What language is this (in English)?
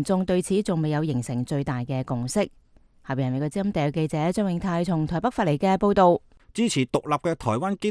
Cantonese